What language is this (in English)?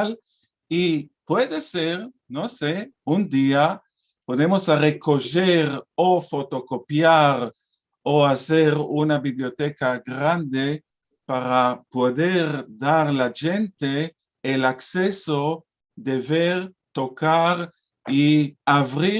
Ladino